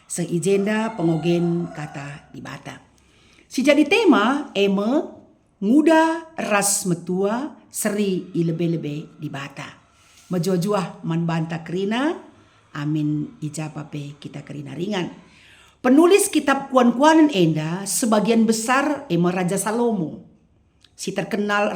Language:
Batak Karo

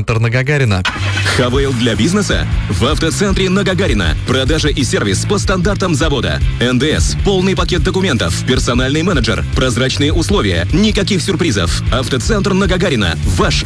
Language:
Russian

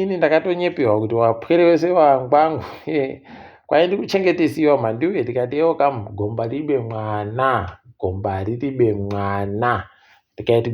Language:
Ndau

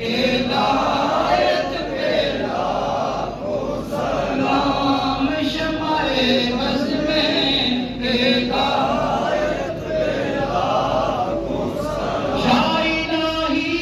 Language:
Pahari-Potwari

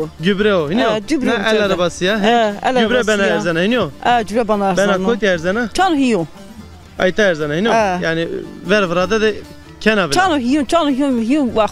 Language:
Zaza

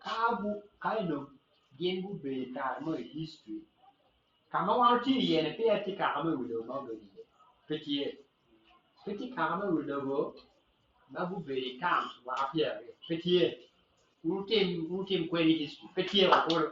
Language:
Acoli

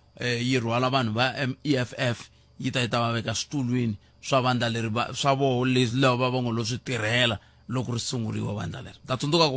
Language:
Tsonga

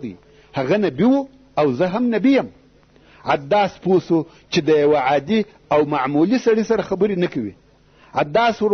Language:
Pashto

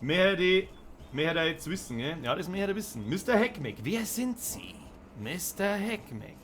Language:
Bavarian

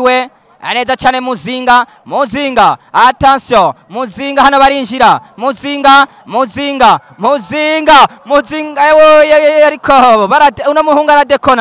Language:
Rundi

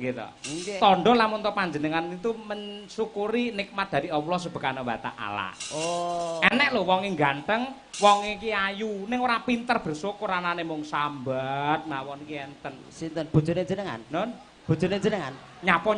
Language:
Javanese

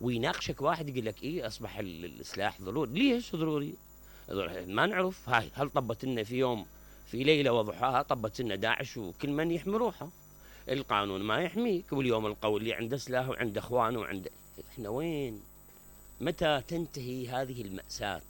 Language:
Mesopotamian Arabic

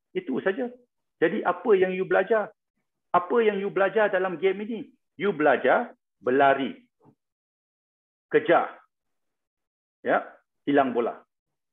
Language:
Malay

